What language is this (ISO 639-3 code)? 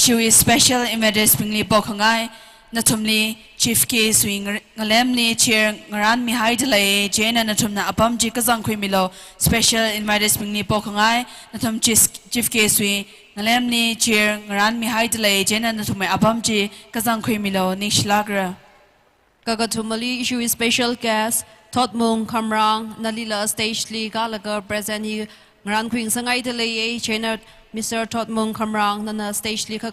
nmf